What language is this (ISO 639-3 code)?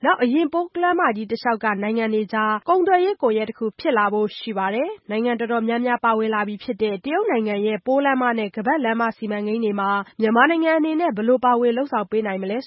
mya